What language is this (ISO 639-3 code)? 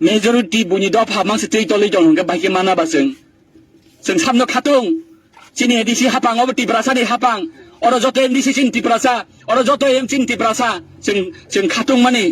trp